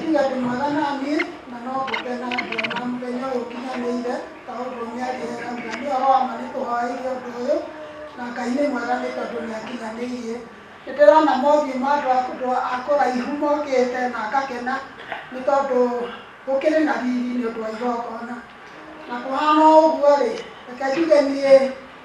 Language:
Kikuyu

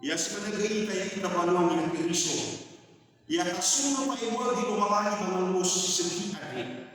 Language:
Nias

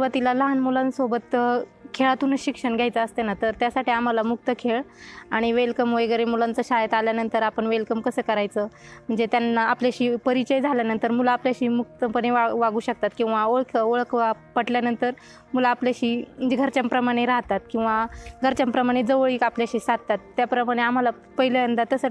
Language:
Marathi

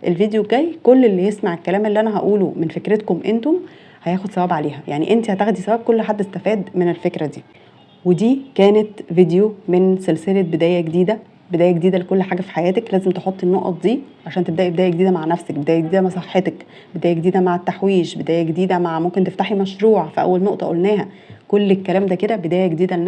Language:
Egyptian Arabic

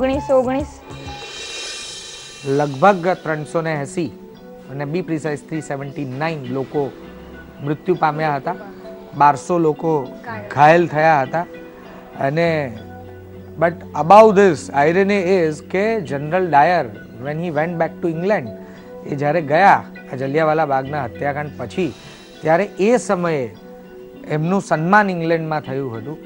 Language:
Gujarati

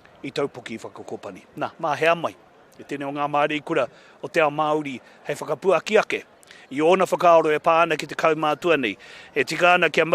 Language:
Māori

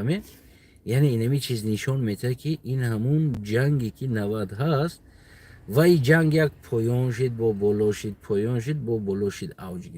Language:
Tajik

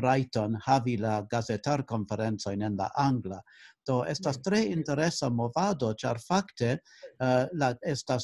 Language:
Esperanto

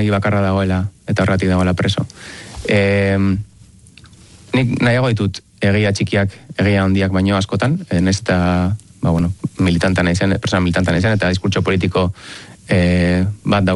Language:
Basque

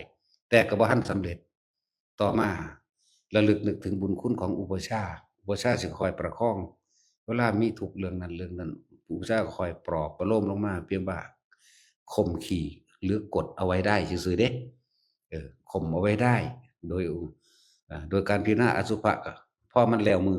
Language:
Northeastern Thai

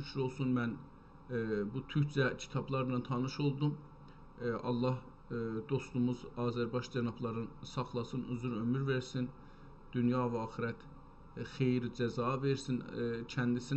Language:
South Azerbaijani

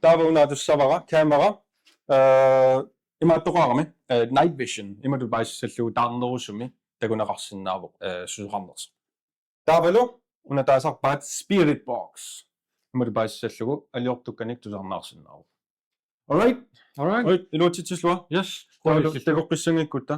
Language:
Kalaallisut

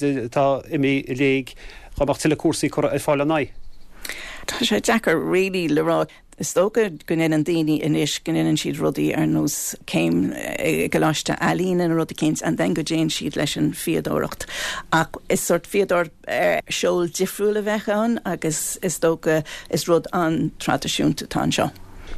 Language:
Irish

